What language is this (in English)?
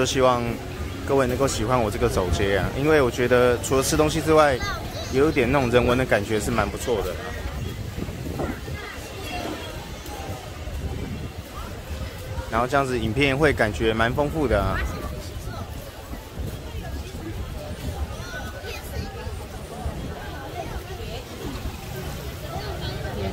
Chinese